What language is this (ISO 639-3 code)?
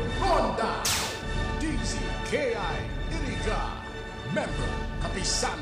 bik